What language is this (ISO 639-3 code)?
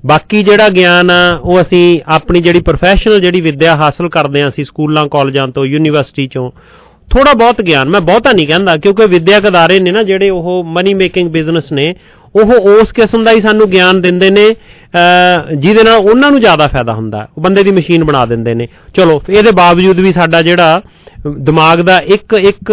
pan